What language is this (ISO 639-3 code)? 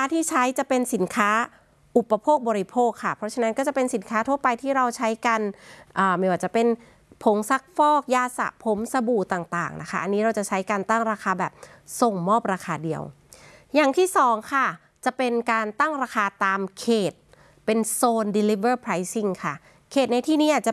tha